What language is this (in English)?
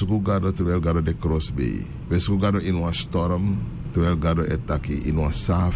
Sranan Tongo